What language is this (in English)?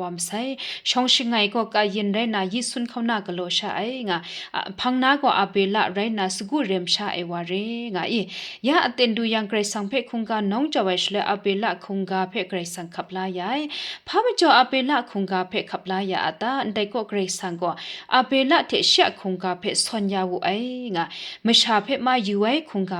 Kachin